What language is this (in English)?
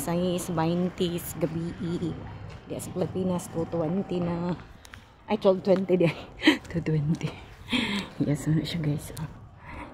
Cebuano